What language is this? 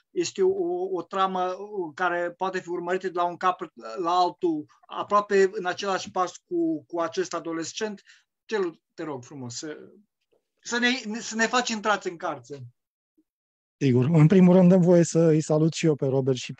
Romanian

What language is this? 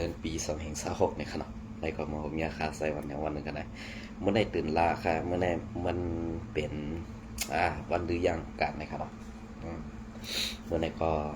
Shan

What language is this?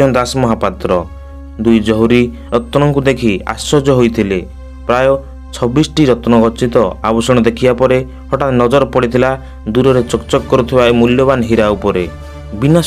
Odia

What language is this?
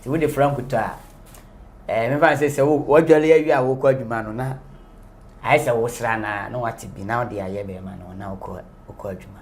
Akan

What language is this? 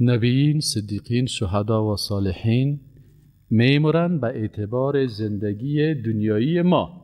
Persian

